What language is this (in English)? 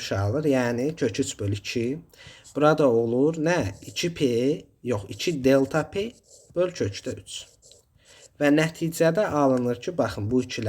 Azerbaijani